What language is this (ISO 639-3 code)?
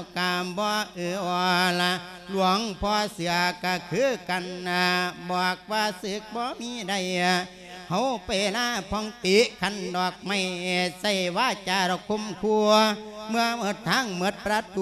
lao